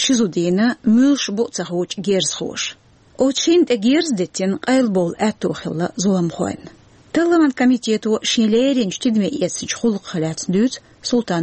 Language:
Chechen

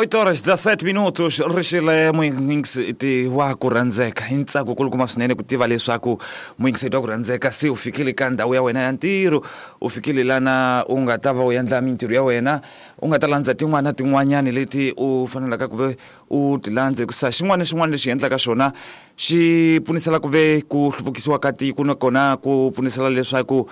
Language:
Tsonga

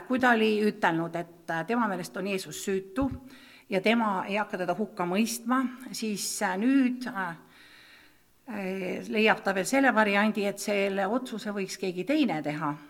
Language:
Estonian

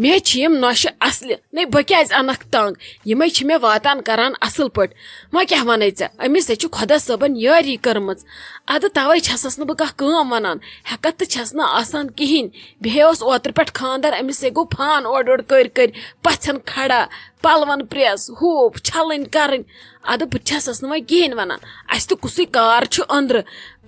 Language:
Kashmiri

